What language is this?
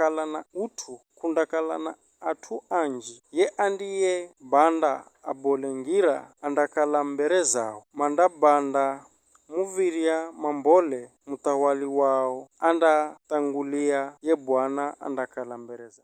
Giryama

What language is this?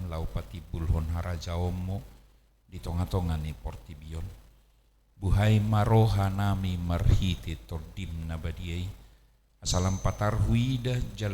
Batak Toba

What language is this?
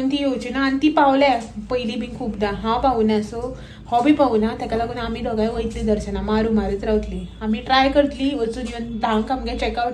Konkani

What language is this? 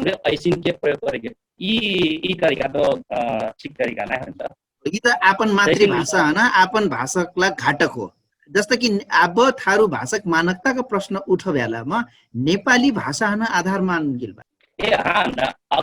Dangaura Tharu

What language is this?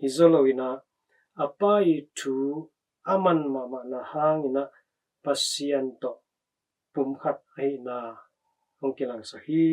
Tedim Chin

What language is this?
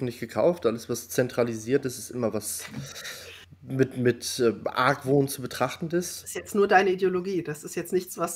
German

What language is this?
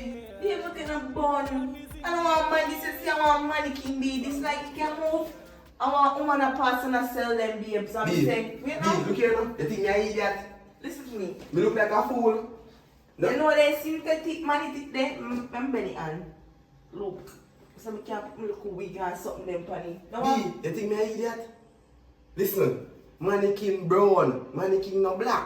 Jamaican Creole English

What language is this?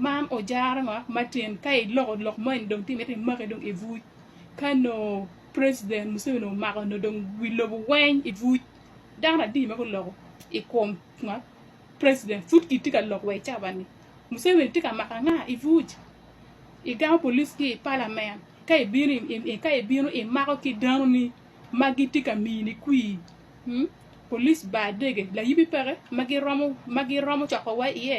Acoli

